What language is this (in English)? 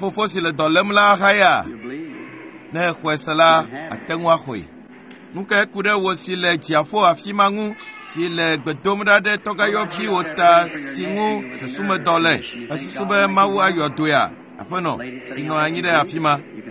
Ewe